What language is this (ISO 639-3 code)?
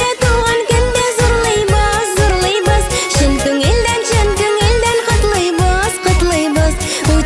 bak